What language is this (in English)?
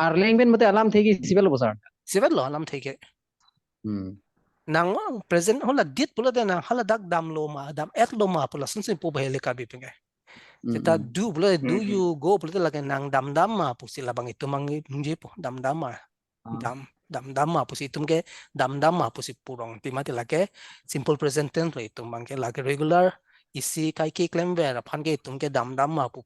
Karbi